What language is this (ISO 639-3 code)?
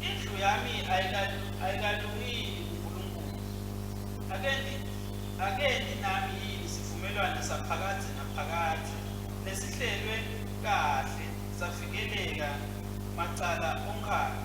ssw